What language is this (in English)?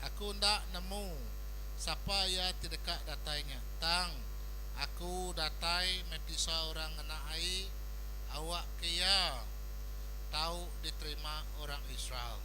Iban